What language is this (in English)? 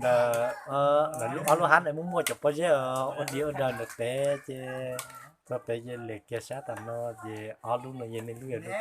Hmong